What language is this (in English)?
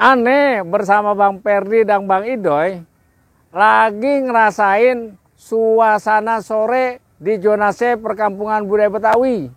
Betawi